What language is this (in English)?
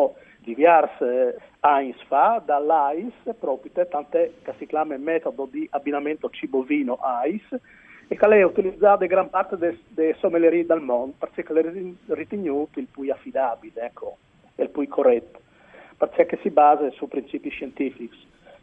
Friulian